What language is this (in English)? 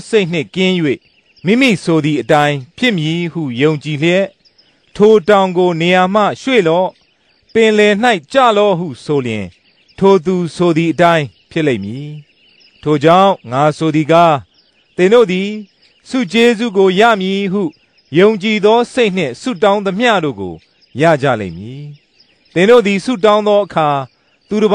Burmese